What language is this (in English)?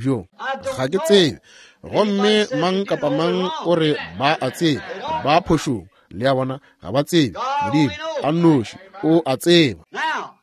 Northern Sotho